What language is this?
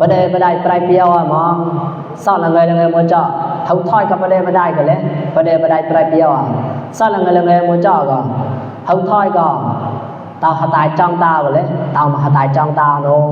Mon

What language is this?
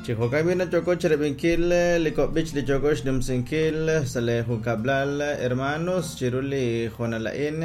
Kekchí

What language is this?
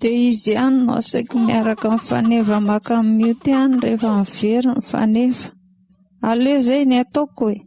Malagasy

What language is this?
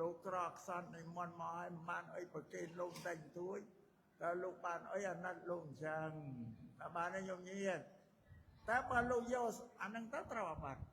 Khmer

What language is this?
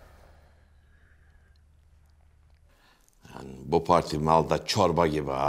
Turkish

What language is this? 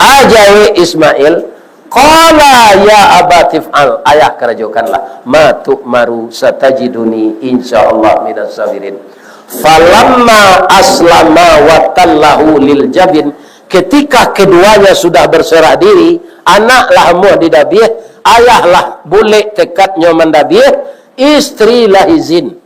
Minangkabau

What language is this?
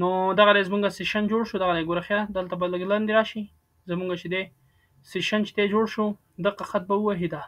Pashto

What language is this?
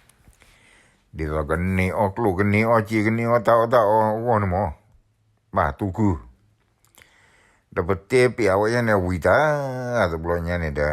S'gaw Karen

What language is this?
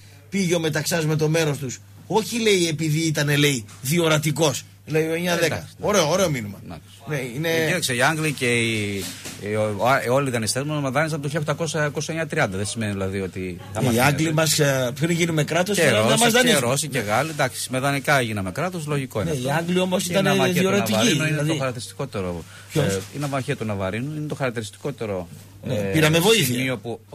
Greek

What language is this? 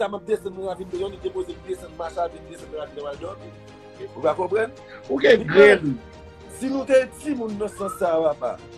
Haitian Creole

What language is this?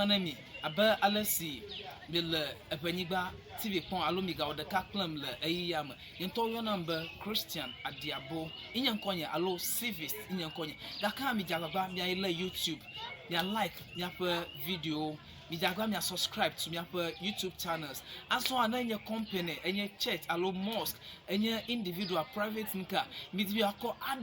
Ewe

